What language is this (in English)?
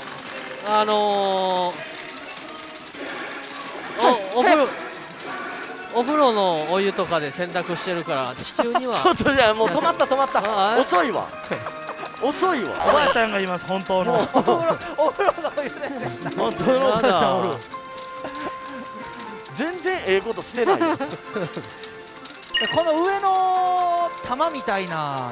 Japanese